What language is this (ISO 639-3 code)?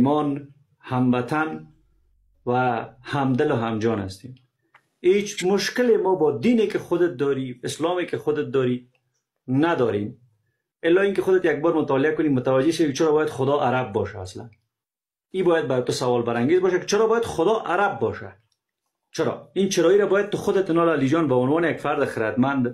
fas